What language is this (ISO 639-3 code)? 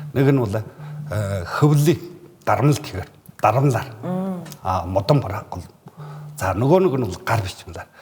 mon